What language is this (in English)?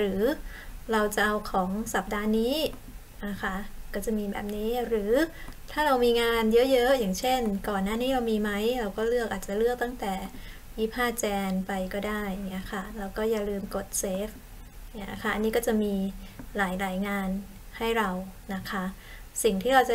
Thai